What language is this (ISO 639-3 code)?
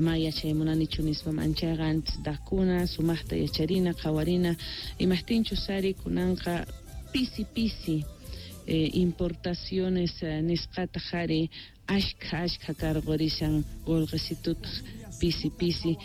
quh